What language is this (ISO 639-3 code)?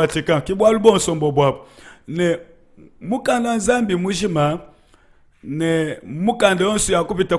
lua